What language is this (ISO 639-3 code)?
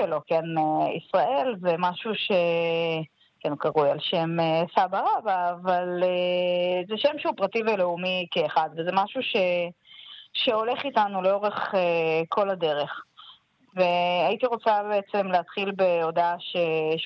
heb